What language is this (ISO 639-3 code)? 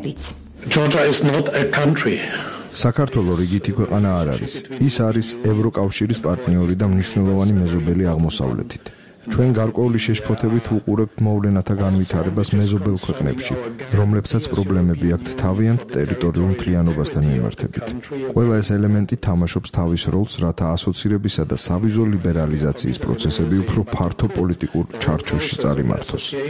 kat